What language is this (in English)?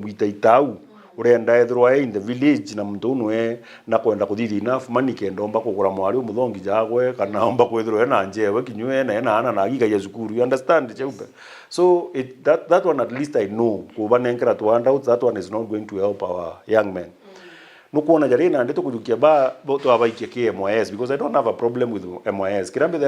Meru